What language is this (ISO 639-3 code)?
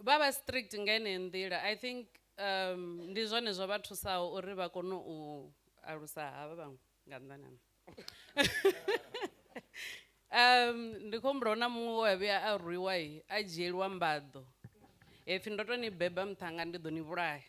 ven